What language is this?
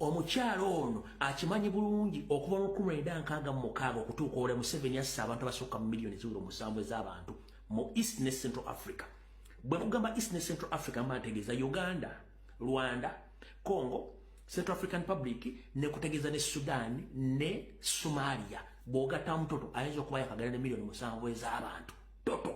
Ganda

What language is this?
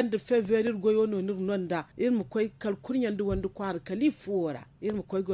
Zarma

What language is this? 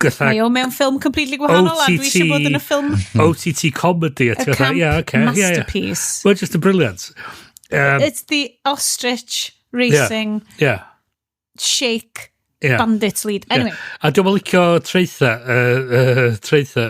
Welsh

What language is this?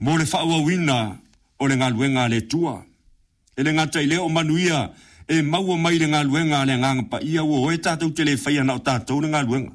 Samoan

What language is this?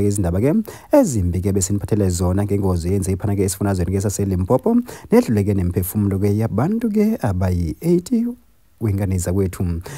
Zulu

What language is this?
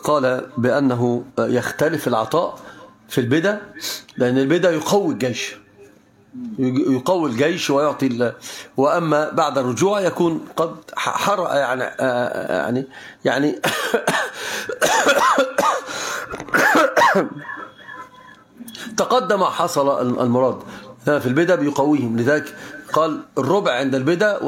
Arabic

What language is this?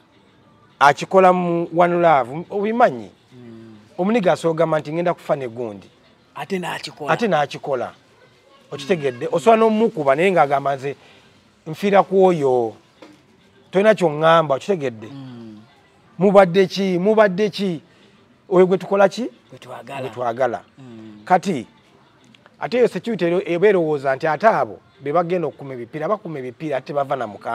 Ganda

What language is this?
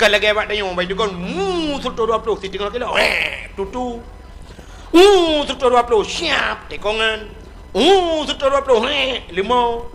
Achinese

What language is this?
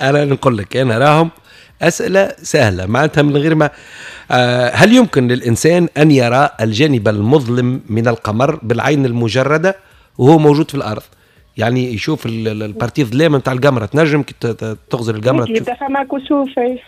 Tunisian Arabic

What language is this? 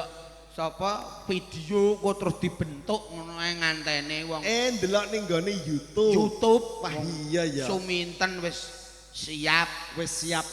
Javanese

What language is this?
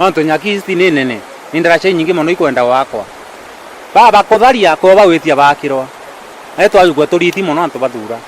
Meru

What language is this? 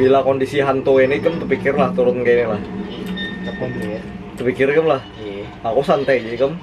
Banjar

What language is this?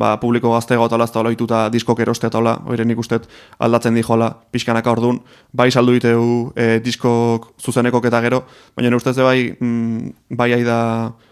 Basque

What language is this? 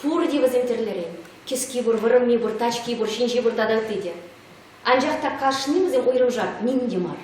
Chuvash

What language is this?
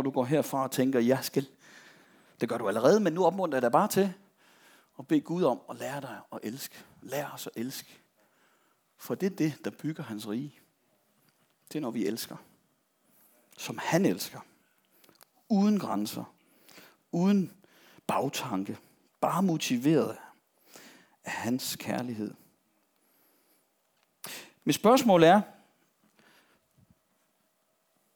Danish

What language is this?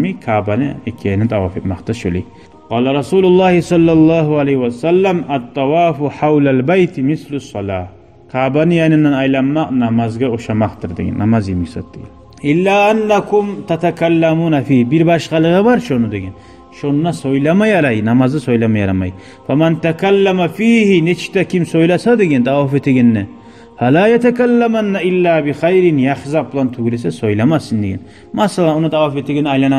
Kumyk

